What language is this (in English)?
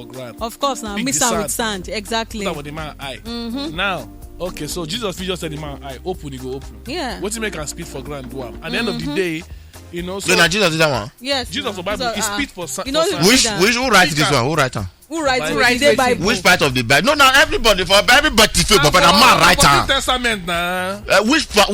Nigerian Pidgin